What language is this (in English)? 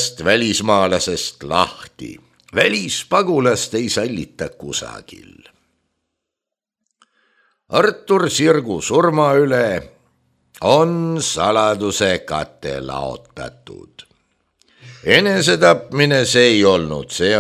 Estonian